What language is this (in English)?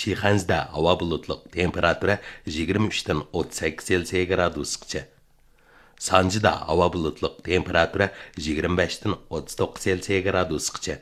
Uyghur